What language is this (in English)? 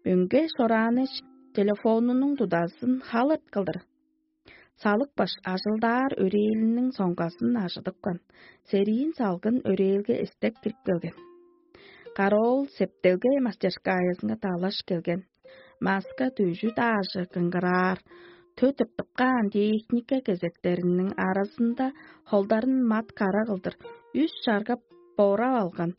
Tuvinian